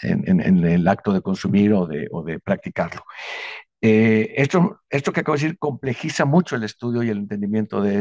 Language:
Spanish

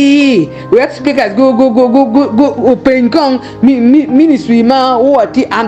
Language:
Acoli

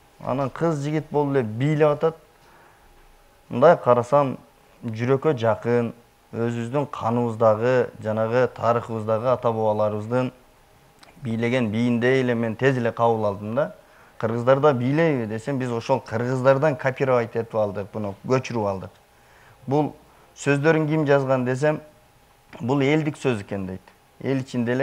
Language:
Kyrgyz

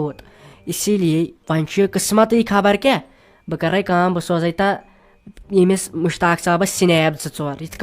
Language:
Kashmiri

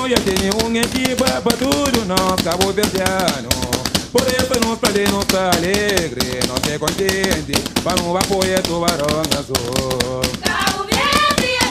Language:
Kabuverdianu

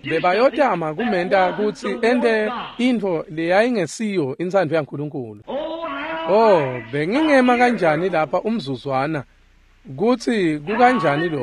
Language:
Swati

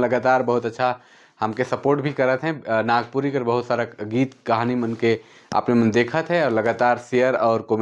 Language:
Sadri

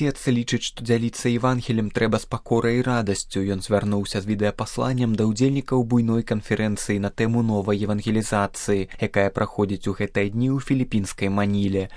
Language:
Belarusian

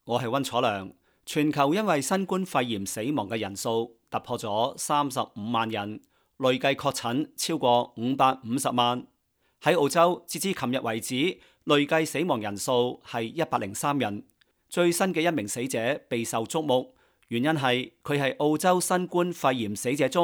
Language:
Cantonese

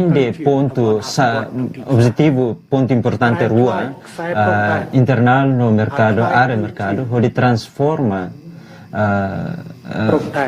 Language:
Tetum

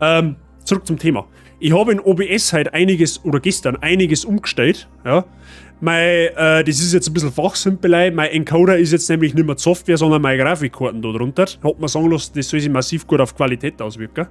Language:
Bavarian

